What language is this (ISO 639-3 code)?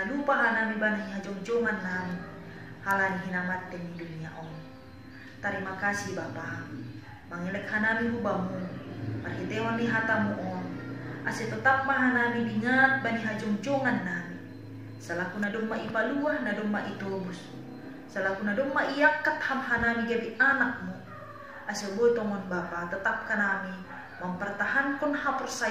bts